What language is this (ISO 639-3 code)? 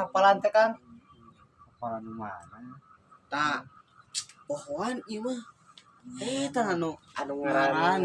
sun